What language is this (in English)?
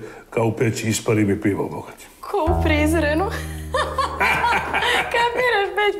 Serbian